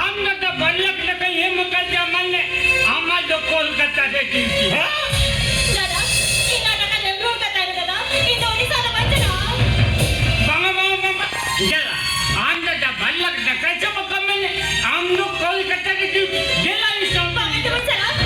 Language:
Santali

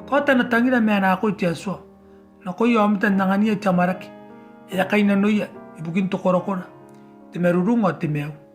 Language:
Gilbertese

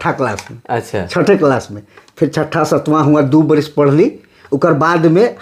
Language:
Sadri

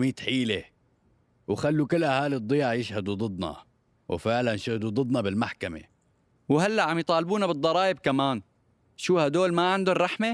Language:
North Levantine Arabic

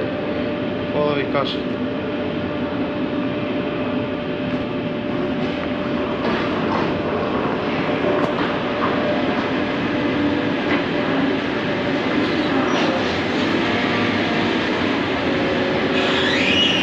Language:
Bulgarian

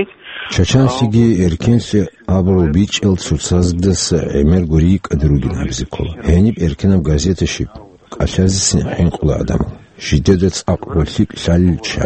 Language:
Avaric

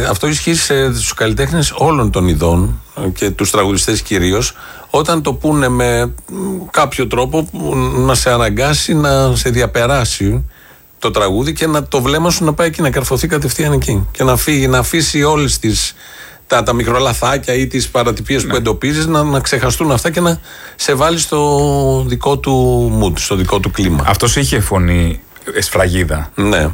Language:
Greek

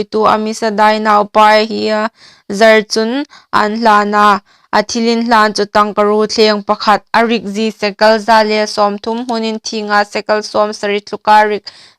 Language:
Hmar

